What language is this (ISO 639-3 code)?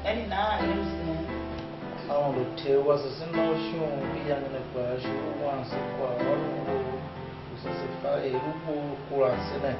tiv